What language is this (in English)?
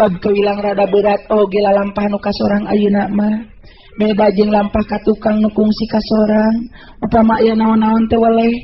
Sundanese